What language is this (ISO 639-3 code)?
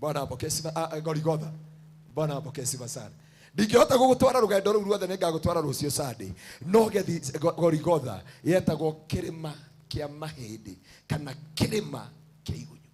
kik